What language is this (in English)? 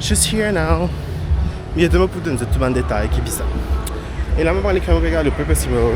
Morisyen